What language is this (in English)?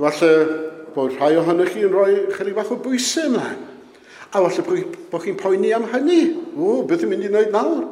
Welsh